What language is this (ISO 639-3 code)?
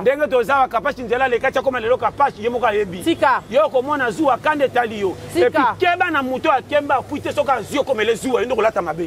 lin